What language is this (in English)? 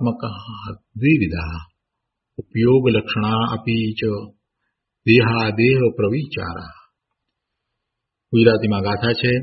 Gujarati